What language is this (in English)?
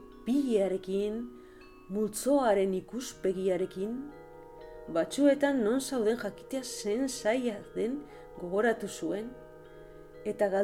Basque